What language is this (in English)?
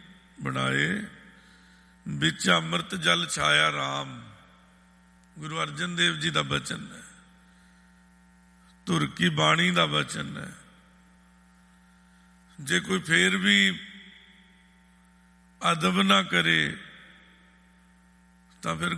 Punjabi